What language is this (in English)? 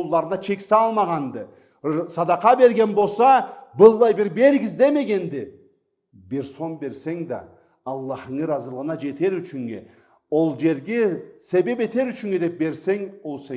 Karachay-Balkar